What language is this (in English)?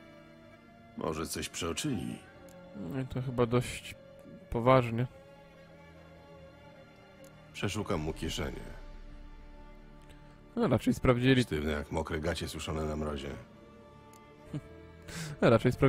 Polish